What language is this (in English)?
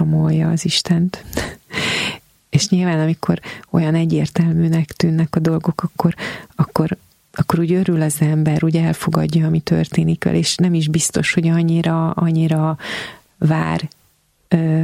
Hungarian